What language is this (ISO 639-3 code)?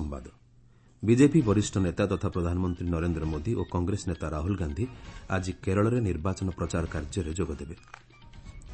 ori